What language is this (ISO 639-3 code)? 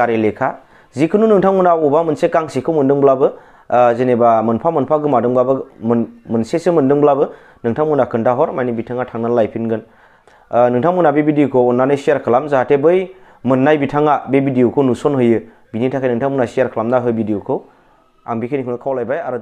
brx